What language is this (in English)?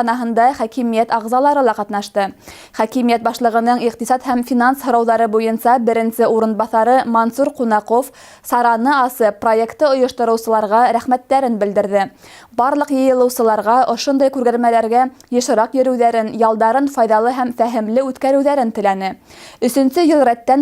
Bashkir